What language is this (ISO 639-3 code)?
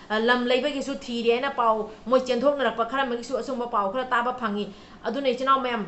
mni